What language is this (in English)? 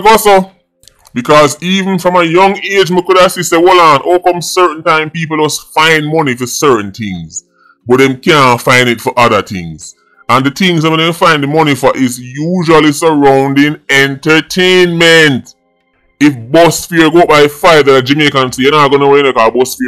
Jamaican Creole English